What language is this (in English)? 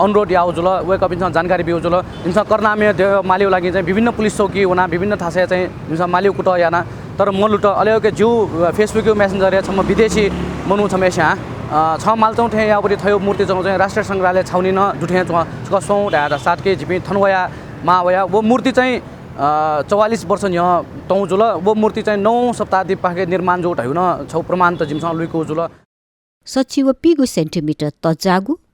Newari